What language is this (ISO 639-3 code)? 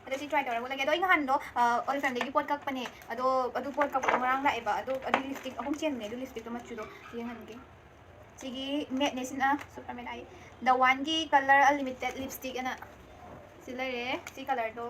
mni